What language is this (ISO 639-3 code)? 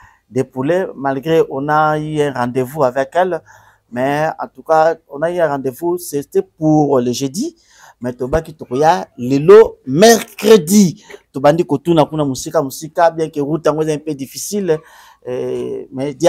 lin